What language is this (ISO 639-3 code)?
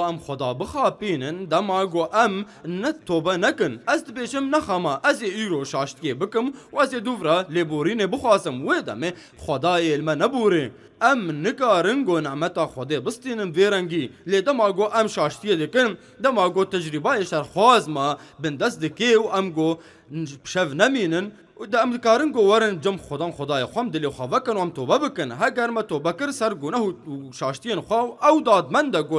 kur